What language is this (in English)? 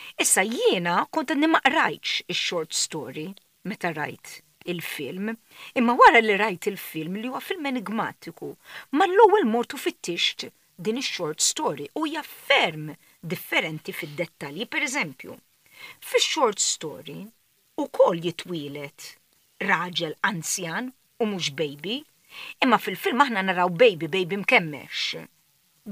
Maltese